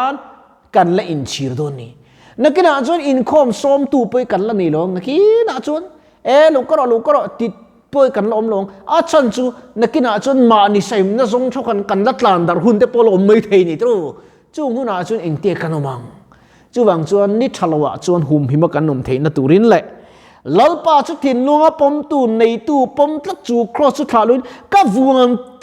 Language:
Mizo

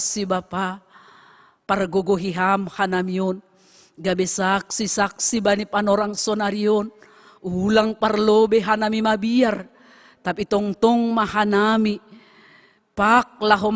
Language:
Batak Simalungun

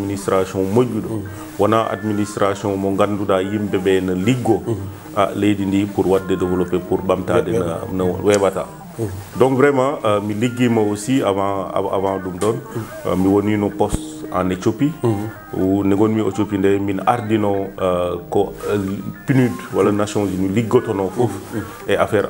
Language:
Fula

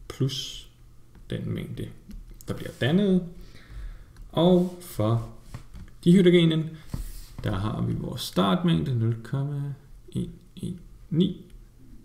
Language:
Danish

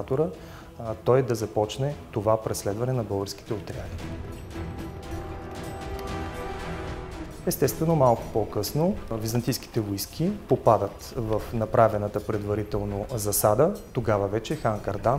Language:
Bulgarian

